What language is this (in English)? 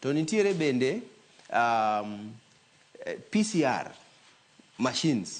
Luo (Kenya and Tanzania)